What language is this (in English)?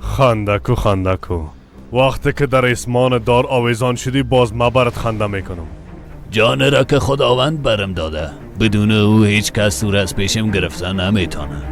Persian